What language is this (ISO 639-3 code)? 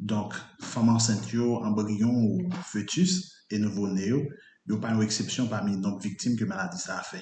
hat